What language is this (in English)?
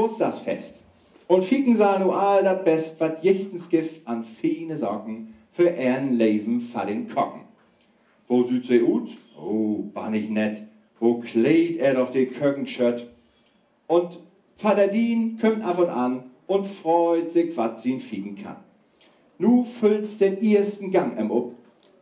Low German